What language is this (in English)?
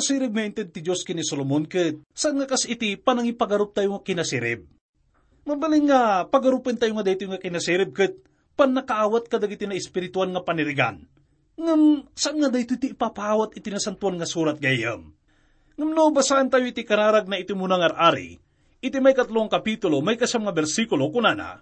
Iloko